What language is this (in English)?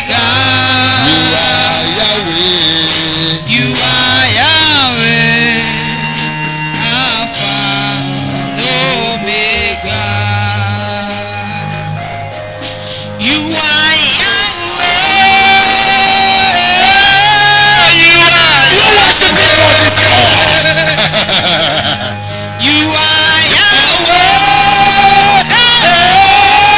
English